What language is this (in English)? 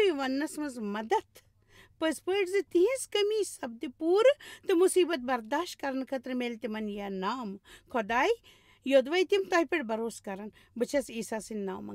Kashmiri